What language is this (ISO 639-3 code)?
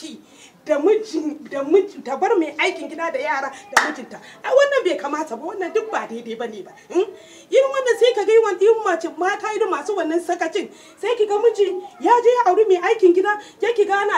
hau